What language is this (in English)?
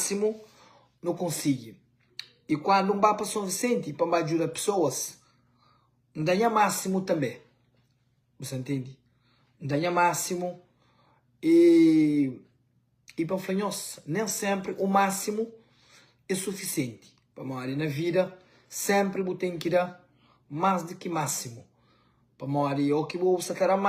Kabuverdianu